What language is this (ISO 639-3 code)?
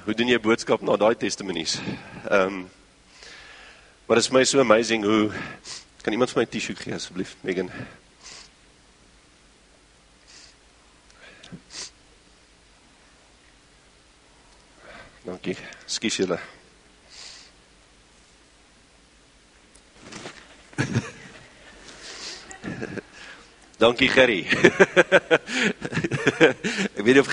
afr